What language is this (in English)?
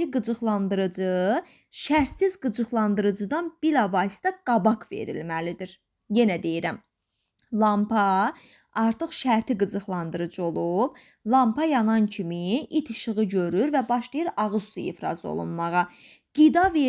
Azerbaijani